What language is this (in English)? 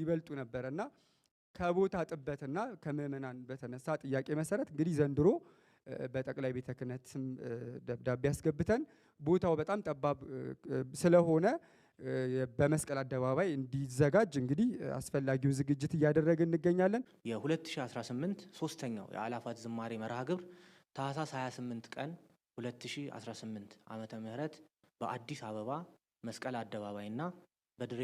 Amharic